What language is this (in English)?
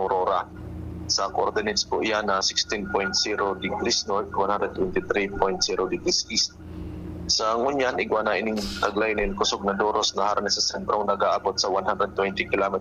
Bikol